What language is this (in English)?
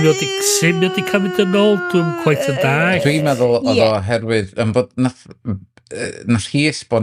Welsh